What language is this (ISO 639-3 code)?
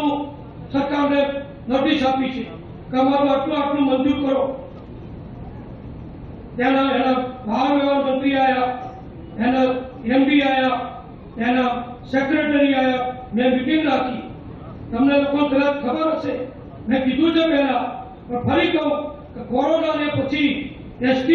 guj